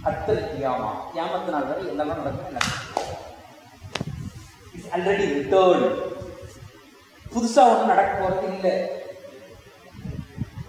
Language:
Tamil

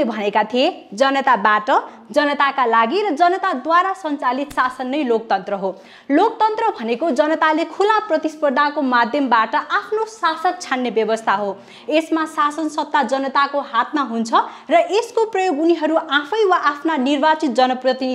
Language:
Nepali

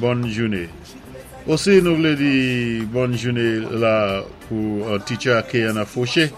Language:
Saint Lucian Creole French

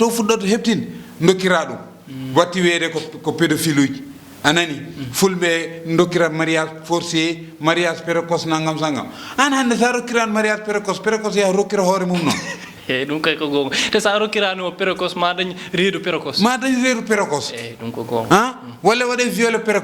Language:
Fula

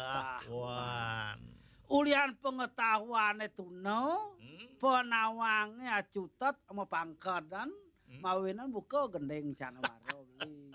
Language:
Balinese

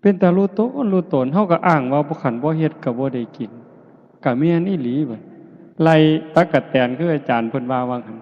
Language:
Northeastern Thai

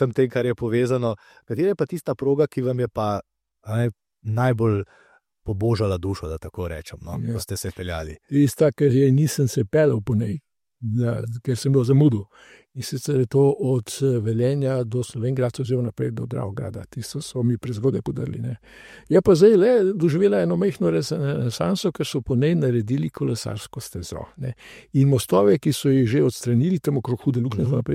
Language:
Slovenian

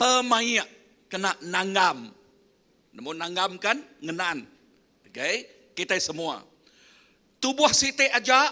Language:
Iban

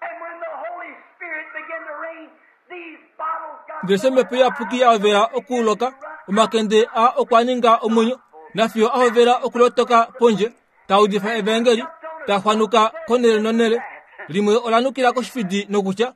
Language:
Kuanyama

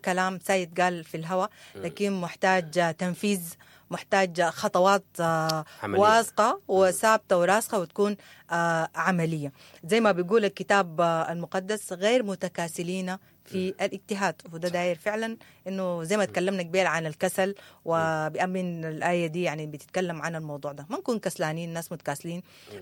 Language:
Sudanese Arabic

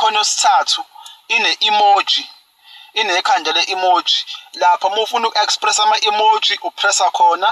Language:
Zulu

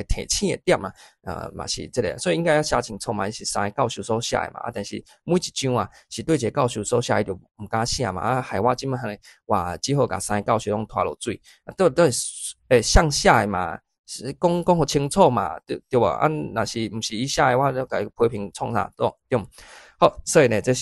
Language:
Min Nan Chinese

